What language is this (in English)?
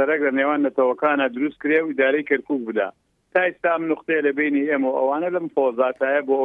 Central Kurdish